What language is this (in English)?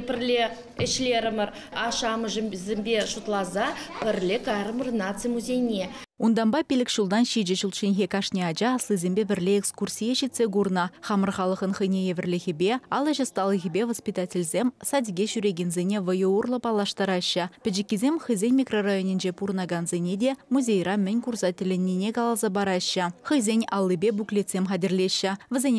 Chuvash